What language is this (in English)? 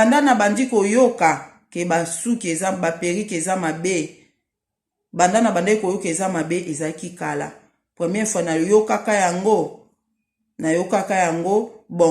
Lingala